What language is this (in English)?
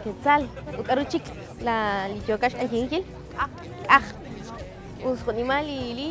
Kekchí